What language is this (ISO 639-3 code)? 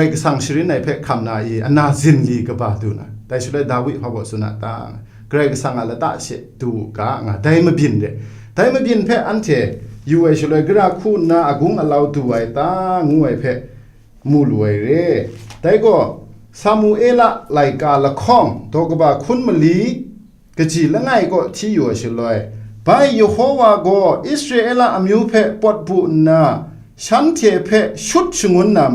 kac